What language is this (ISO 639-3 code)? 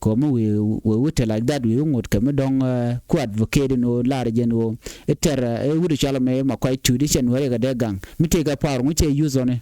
nus